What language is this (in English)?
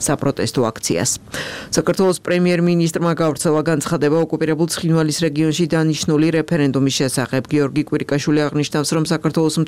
Georgian